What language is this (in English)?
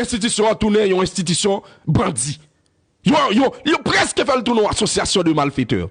Haitian Creole